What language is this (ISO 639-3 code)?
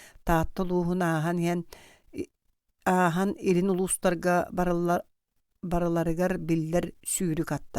sah